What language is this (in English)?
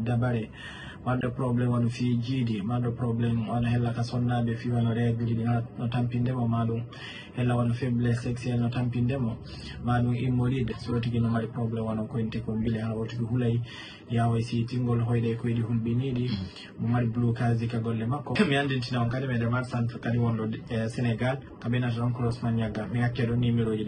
Fula